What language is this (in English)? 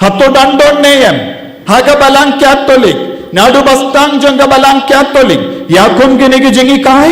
Khasi